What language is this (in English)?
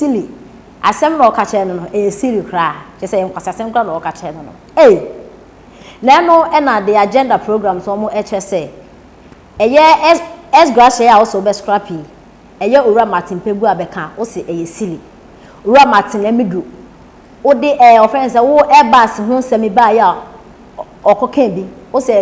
Akan